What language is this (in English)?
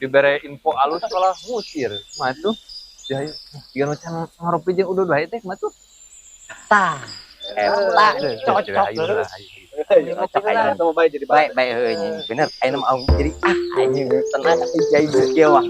Sundanese